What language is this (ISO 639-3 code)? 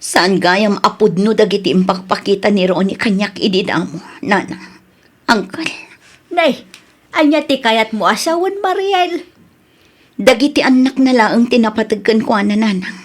ilo